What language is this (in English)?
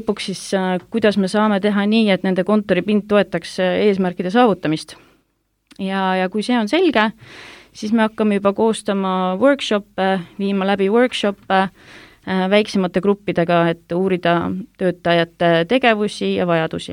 Estonian